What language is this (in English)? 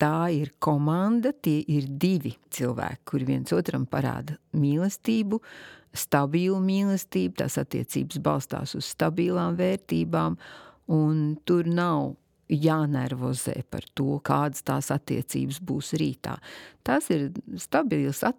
Latvian